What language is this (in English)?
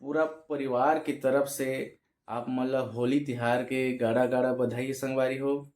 Chhattisgarhi